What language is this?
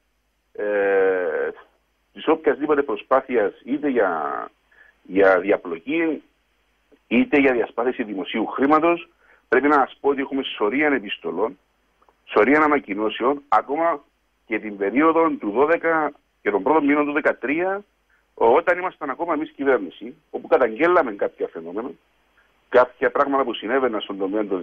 Greek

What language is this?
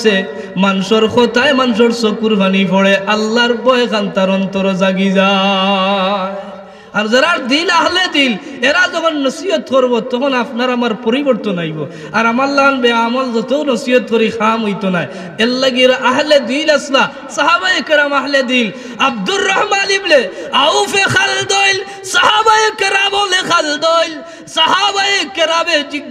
Sylheti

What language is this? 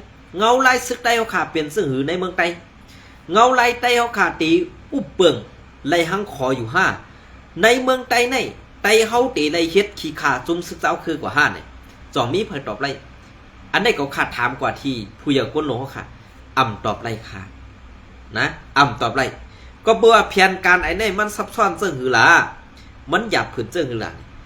Shan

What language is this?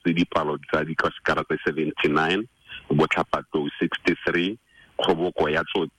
Tswana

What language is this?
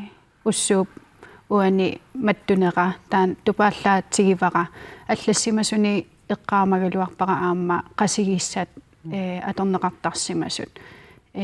Kalaallisut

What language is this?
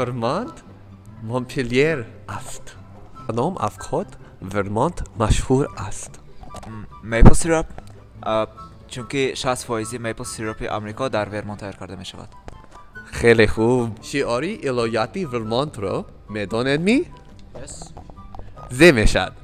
Tajik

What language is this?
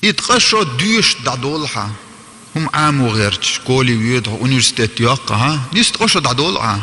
Chechen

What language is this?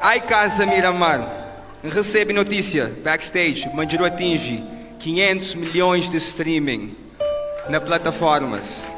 Kabuverdianu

